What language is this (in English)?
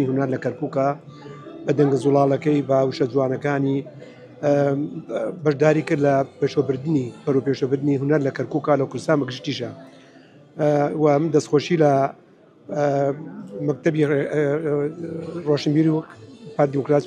Central Kurdish